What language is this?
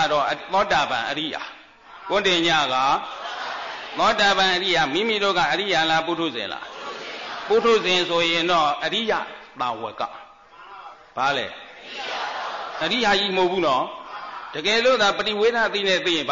Burmese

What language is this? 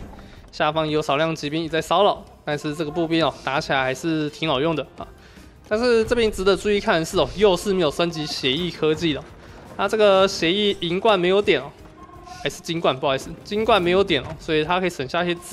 Chinese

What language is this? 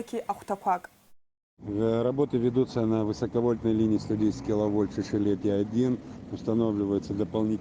Abkhazian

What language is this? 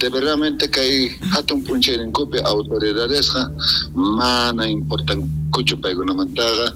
South Bolivian Quechua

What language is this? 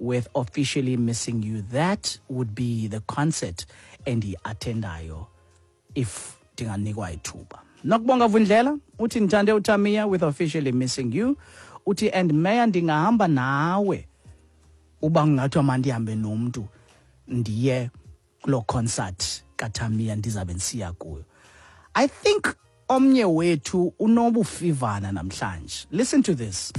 Xhosa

